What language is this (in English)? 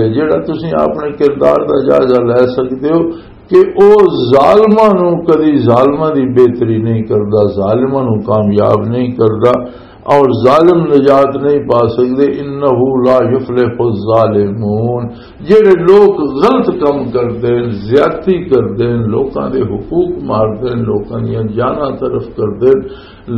Western Panjabi